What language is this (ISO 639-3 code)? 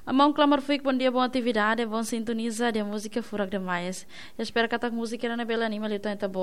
tet